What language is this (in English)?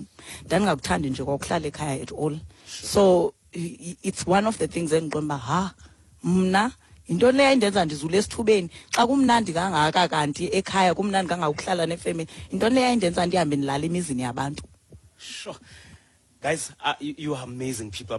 Xhosa